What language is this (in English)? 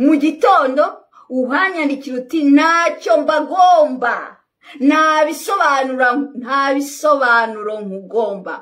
Kinyarwanda